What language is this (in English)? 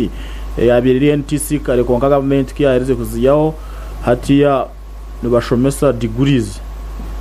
Nyankole